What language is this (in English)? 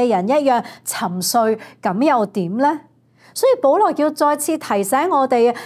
Cantonese